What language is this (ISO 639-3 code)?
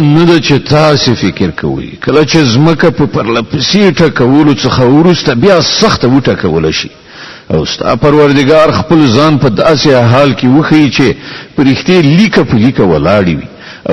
pus